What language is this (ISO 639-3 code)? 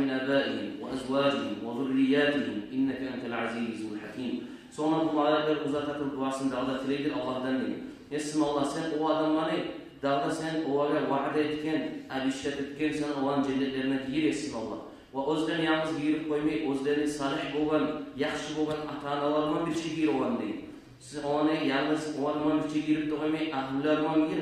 kum